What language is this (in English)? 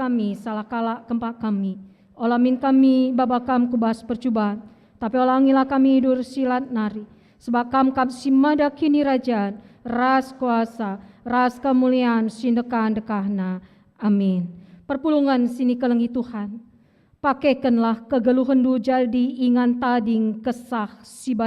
Batak Karo